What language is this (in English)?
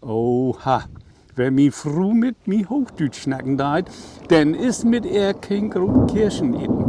Low German